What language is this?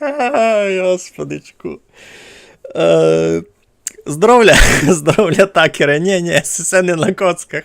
Rusyn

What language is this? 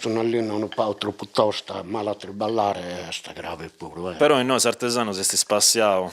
Sardinian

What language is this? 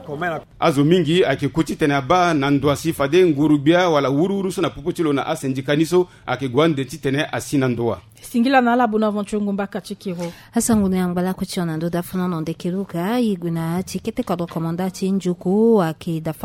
Sango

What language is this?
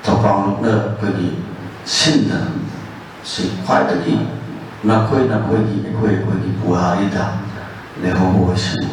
Manipuri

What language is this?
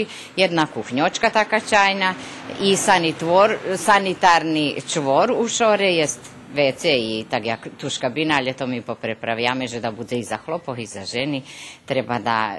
Rusyn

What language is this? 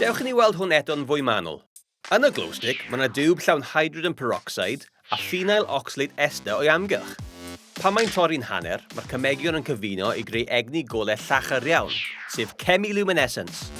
Welsh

